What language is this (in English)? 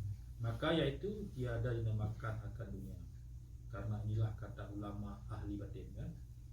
Achinese